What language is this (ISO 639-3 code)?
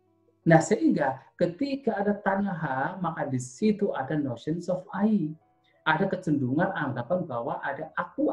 ind